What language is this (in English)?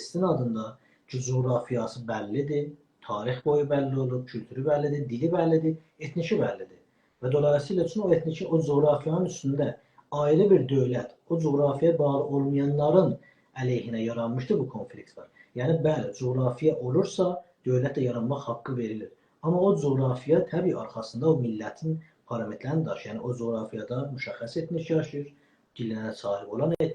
South Azerbaijani